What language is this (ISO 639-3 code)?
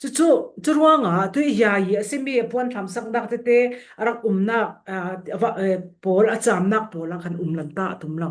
cfm